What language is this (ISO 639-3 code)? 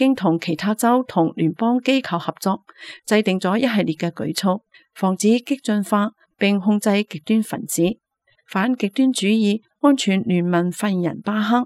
yue